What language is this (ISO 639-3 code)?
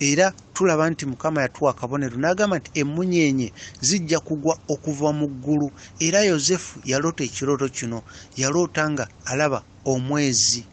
lug